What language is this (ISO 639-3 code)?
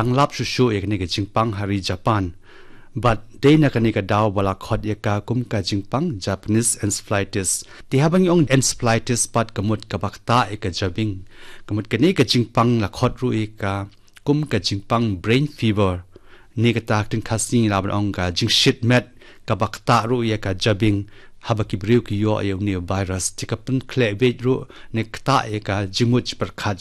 kha